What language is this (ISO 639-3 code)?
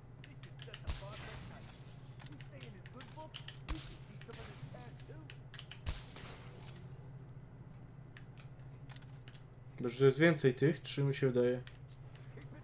pol